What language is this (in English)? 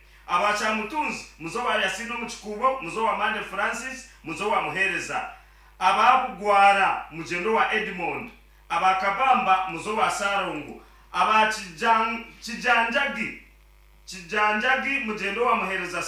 Nyankole